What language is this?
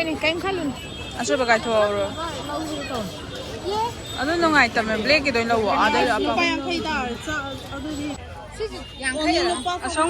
Manipuri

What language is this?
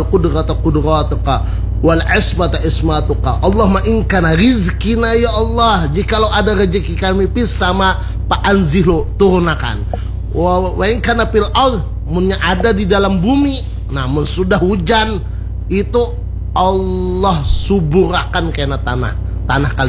Banjar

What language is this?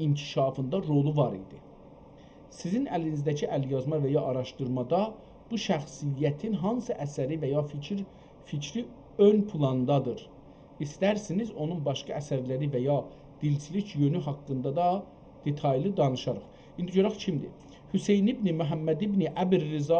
South Azerbaijani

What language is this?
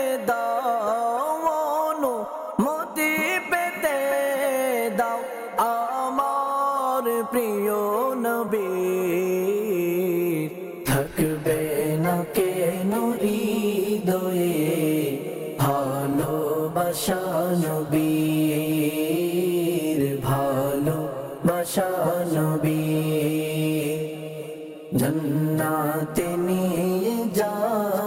Bangla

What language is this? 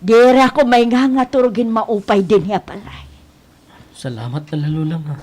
Waray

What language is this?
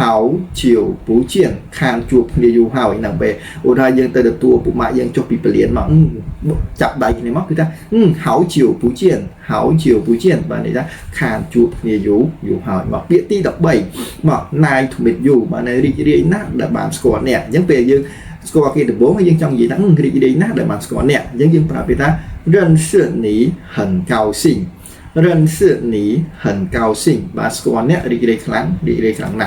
Khmer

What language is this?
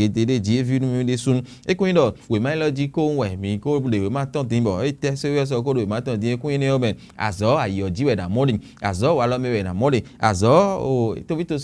Fon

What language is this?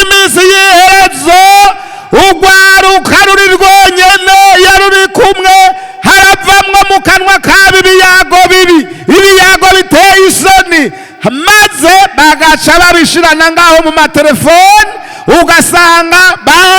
Rundi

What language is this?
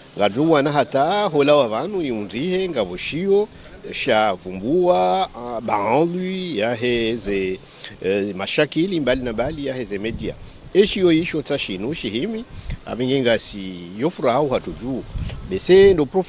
Ngazidja Comorian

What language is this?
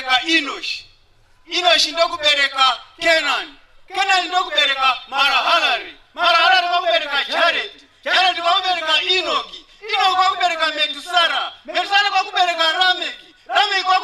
Shona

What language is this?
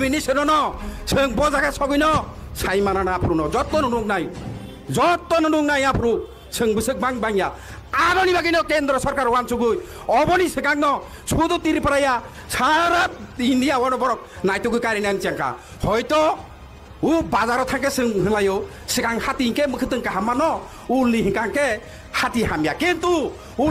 Kok Borok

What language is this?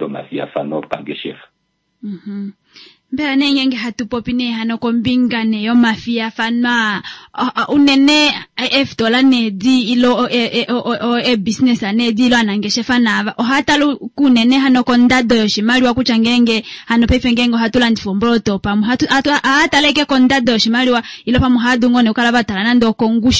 Kuanyama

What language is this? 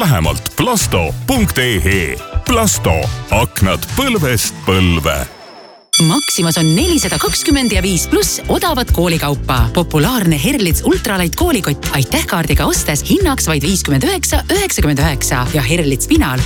Estonian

